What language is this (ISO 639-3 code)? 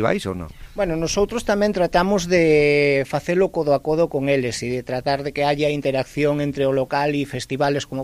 glg